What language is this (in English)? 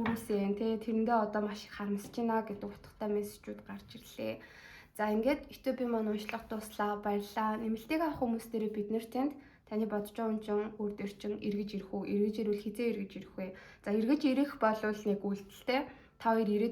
Mongolian